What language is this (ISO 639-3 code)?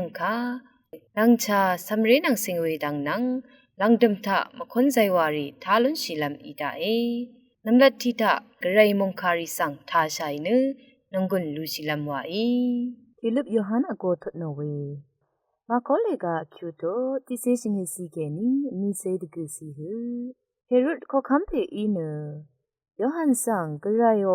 raw